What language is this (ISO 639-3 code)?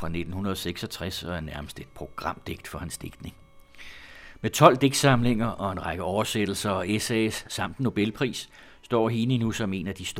dan